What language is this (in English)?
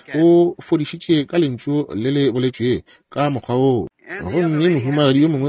Northern Sotho